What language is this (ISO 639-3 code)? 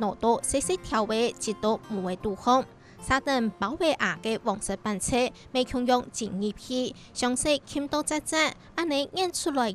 hak